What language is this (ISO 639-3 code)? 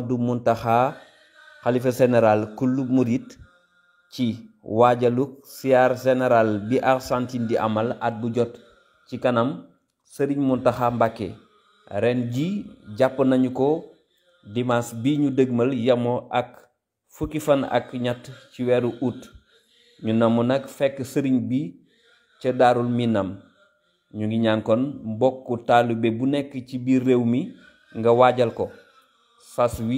wol